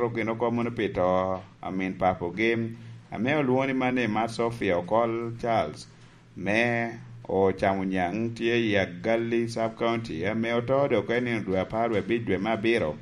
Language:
Lango (Uganda)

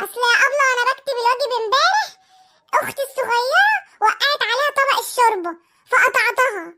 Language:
Egyptian Arabic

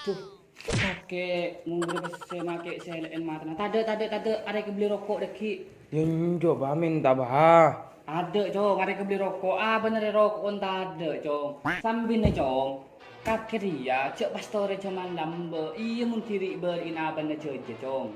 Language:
Madurese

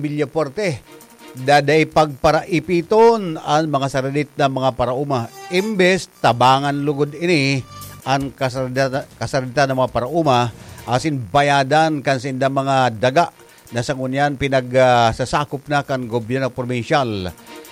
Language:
Bikol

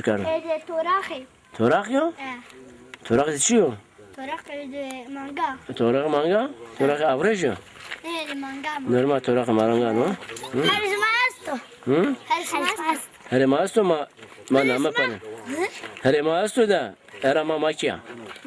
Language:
Zaza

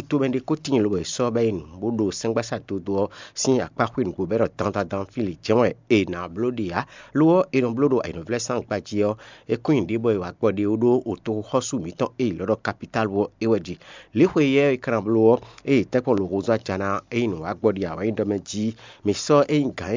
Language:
Fon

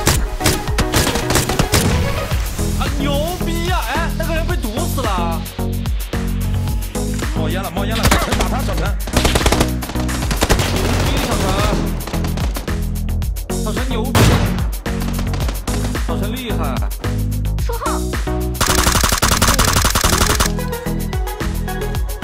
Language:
Chinese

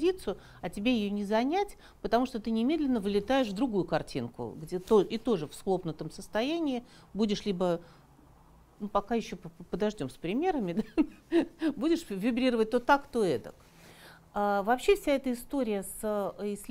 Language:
Russian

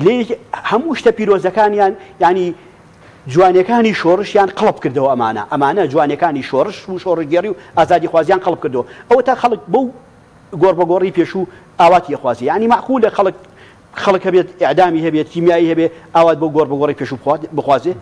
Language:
Central Kurdish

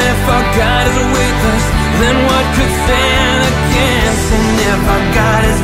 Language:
English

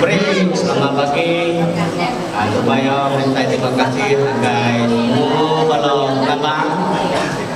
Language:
Iban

